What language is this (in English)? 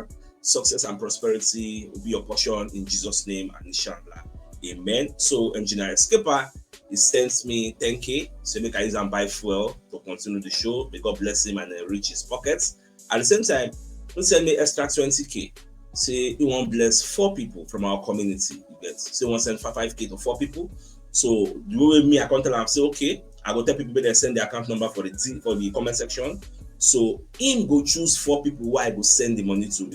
Nigerian Pidgin